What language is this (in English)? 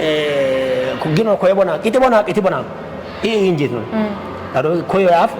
Kafa